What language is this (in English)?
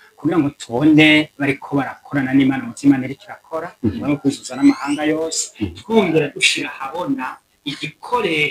Rundi